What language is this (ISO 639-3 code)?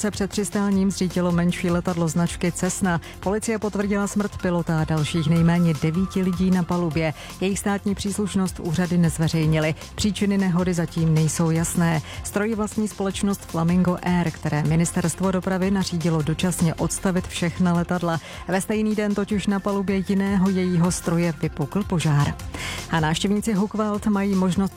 ces